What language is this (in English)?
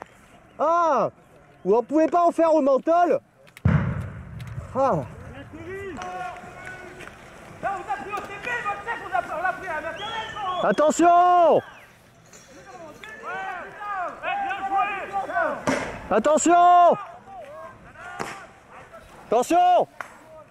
French